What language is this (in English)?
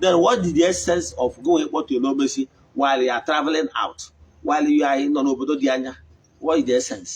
Igbo